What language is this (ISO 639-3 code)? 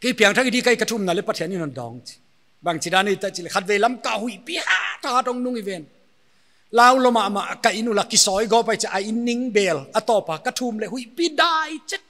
pck